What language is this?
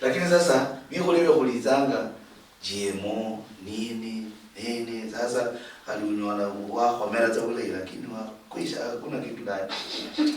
Luyia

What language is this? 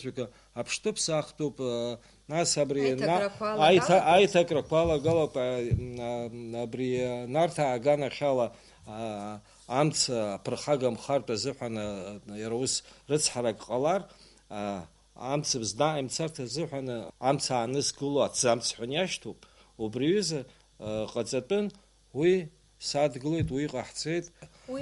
Abkhazian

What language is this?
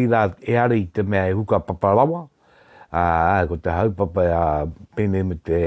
Māori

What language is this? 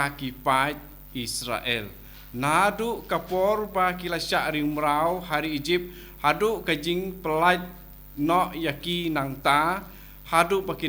Khasi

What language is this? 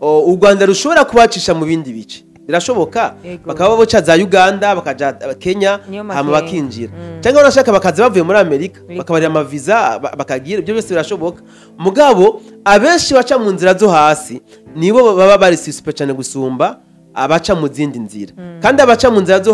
Rundi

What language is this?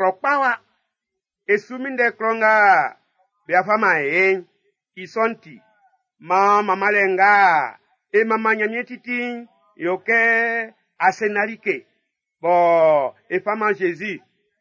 Baoulé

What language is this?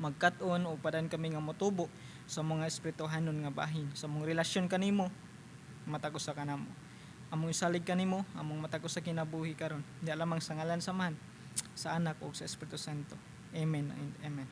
Cebuano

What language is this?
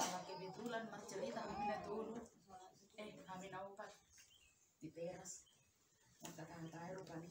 Batak Toba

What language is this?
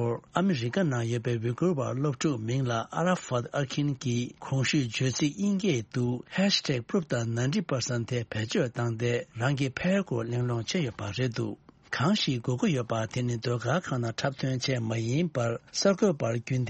Tibetan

